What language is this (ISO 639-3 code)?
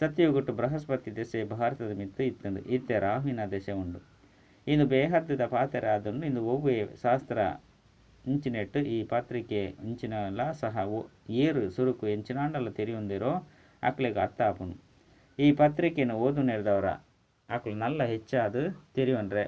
tcy